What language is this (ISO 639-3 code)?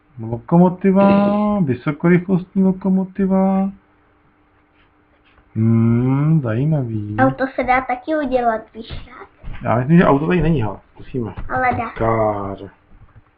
ces